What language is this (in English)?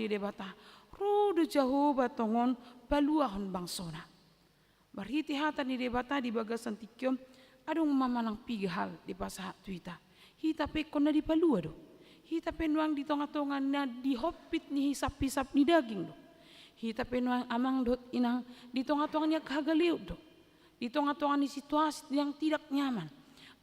Batak Toba